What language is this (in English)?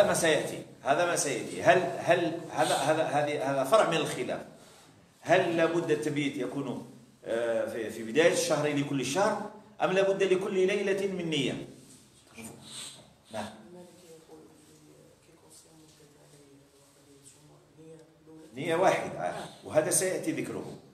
Algerian Arabic